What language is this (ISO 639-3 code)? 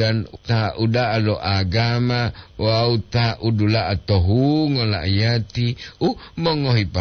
gor